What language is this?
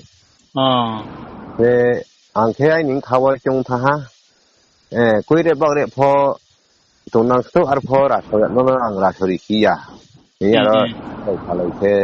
Riang (India)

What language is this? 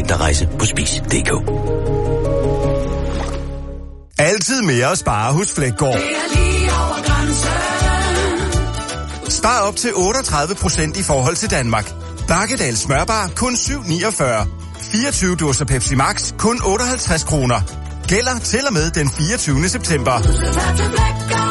Danish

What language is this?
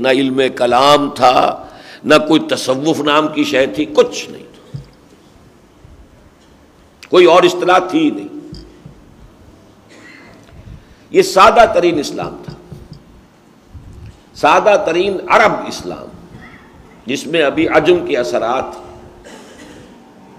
Urdu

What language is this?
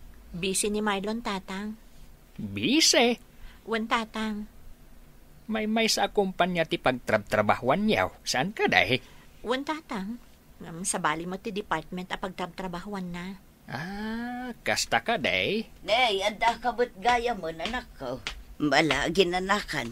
Iloko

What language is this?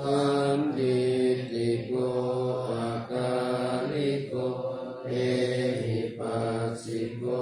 Pali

